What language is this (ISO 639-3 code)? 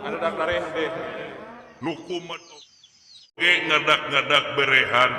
sun